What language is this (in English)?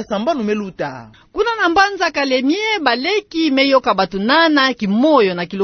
Kituba (Democratic Republic of Congo)